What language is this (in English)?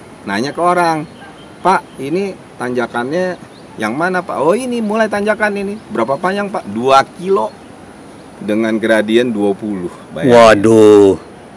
Indonesian